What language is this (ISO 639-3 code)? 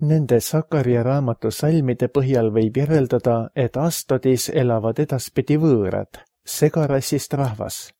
est